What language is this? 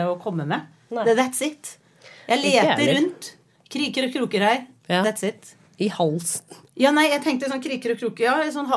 Norwegian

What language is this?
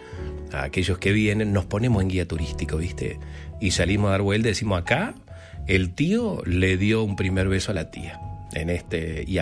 Spanish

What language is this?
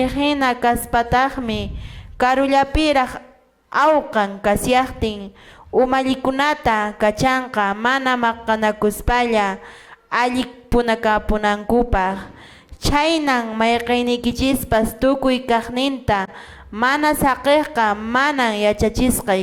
Quechua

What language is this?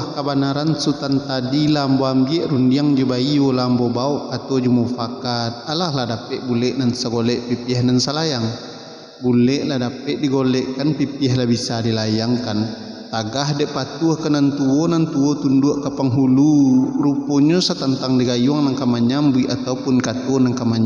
Minangkabau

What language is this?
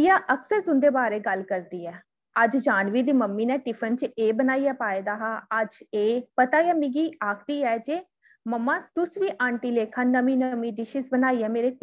Dogri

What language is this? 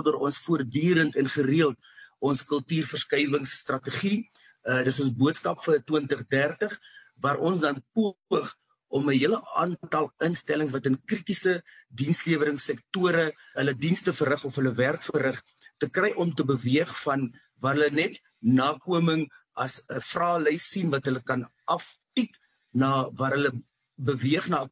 Afrikaans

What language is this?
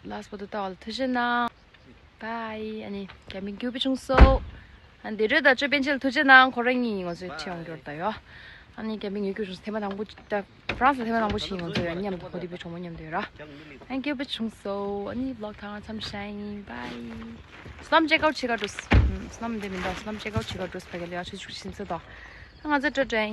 Tibetan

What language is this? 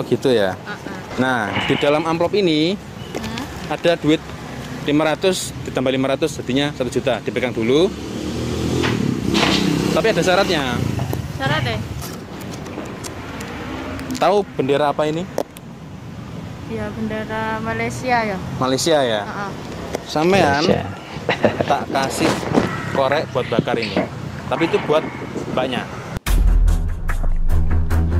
Indonesian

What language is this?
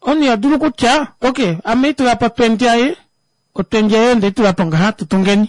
Kuanyama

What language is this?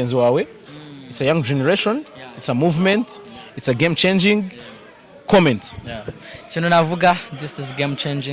Kinyarwanda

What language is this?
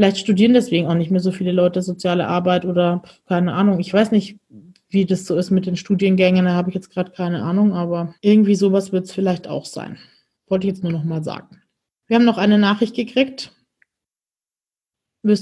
German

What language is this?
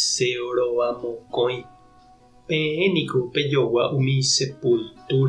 Guarani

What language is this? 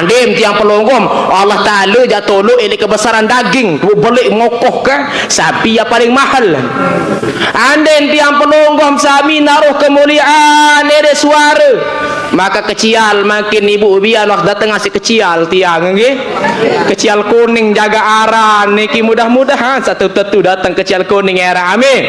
Sasak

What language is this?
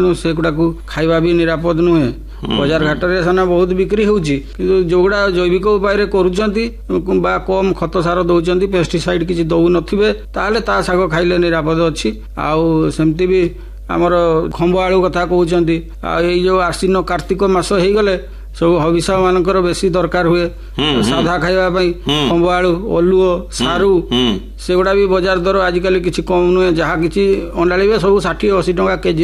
Odia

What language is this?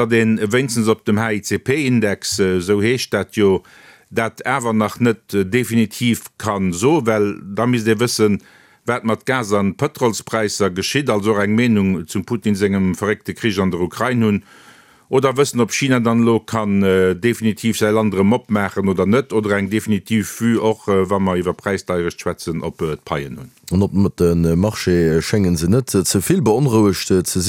Luxembourgish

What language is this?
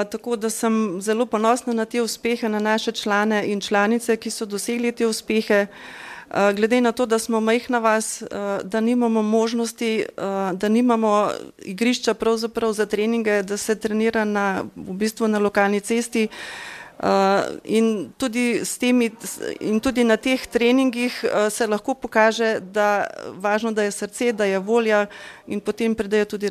Slovenian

